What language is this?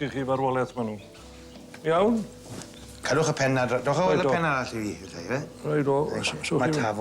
Welsh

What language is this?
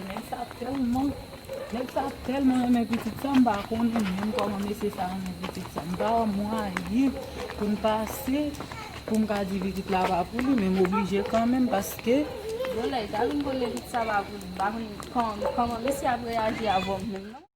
Haitian Creole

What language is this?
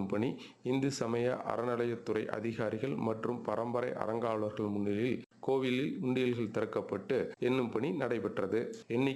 Tamil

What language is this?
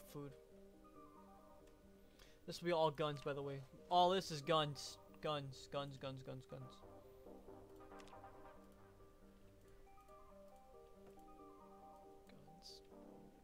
English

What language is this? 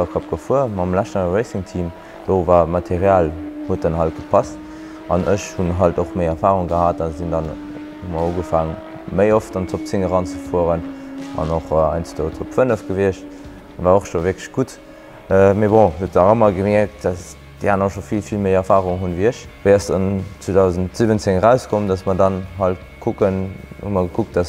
Luxembourgish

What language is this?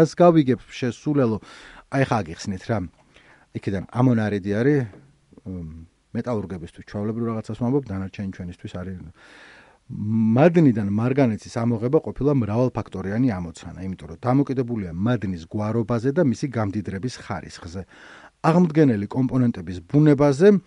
Georgian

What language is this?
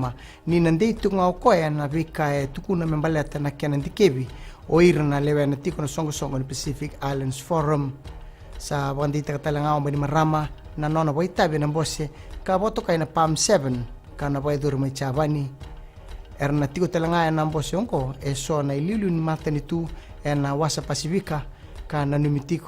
Fijian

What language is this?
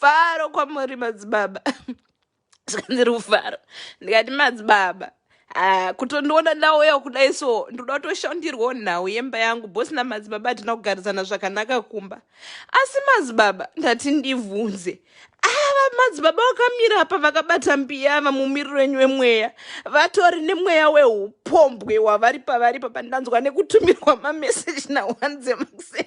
Shona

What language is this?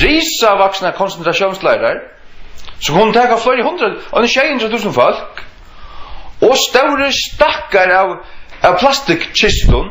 Faroese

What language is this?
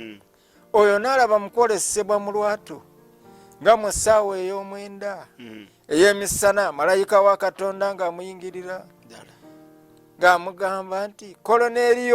Ganda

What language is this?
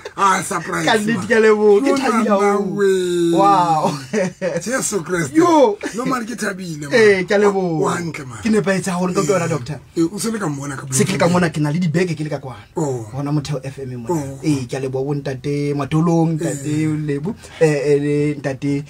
Southern Sotho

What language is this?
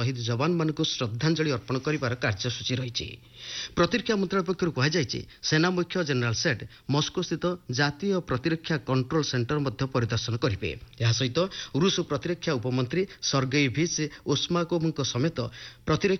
Odia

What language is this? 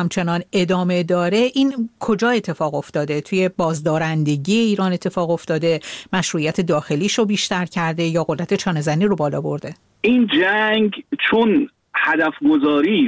Persian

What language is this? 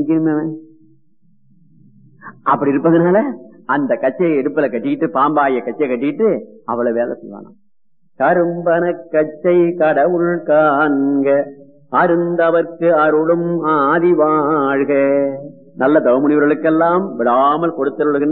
Tamil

